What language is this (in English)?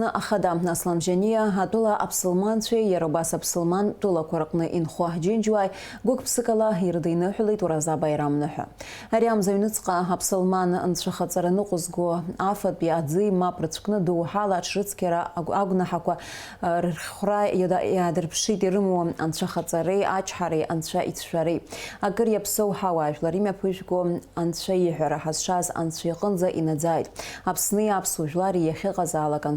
Abkhazian